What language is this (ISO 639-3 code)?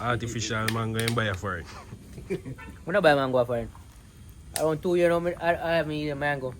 jam